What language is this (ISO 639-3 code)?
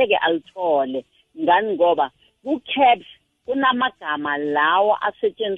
nbl